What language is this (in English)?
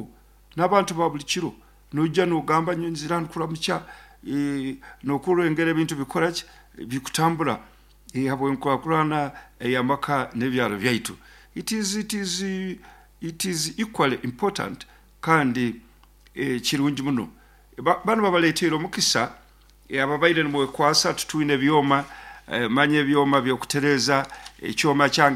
Nyoro